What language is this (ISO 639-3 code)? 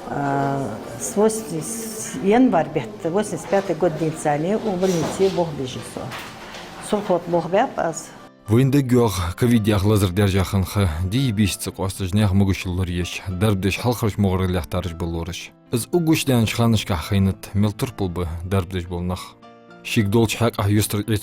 inh